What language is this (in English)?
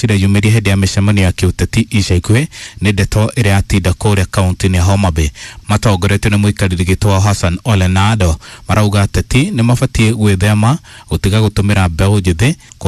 Kikuyu